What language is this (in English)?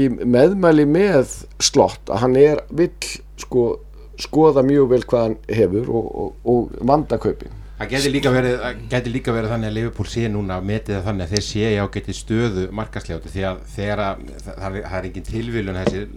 Icelandic